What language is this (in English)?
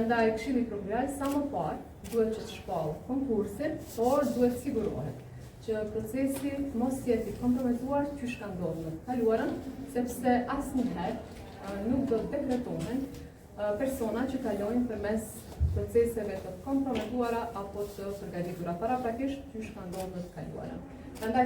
Albanian